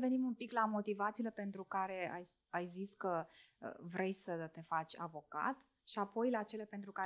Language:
Romanian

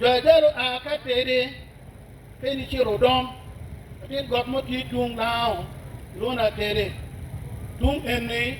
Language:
Acoli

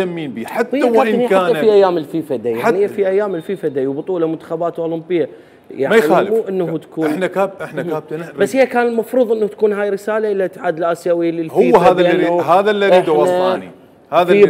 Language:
Mesopotamian Arabic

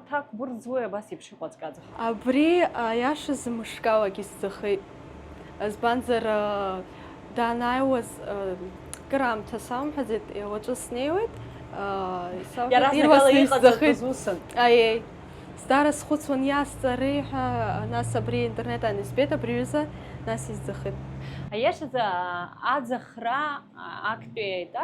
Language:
Abkhazian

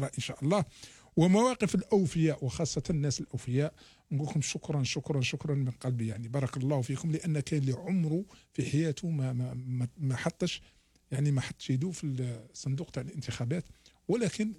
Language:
Algerian Arabic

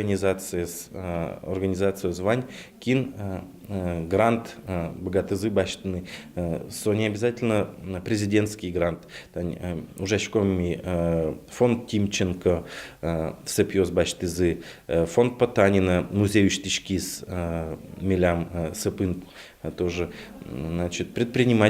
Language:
Udmurt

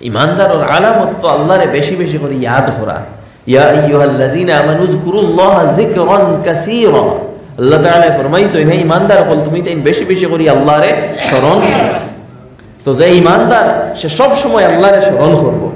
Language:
Sylheti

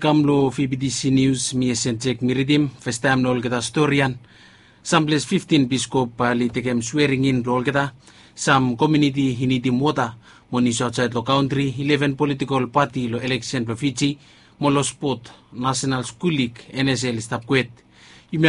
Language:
Bislama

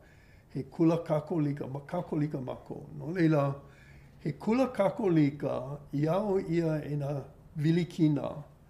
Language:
Hawaiian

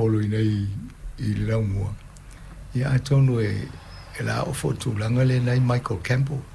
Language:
Samoan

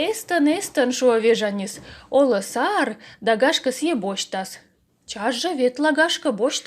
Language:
Komi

